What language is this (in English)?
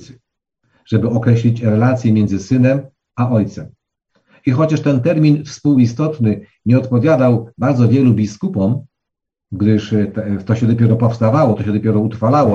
Polish